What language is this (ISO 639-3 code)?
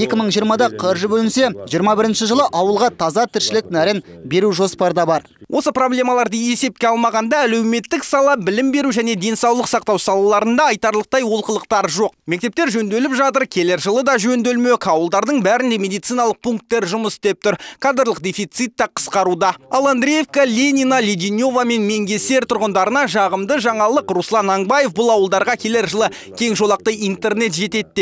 kaz